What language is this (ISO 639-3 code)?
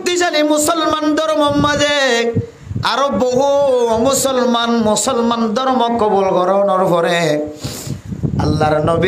rhg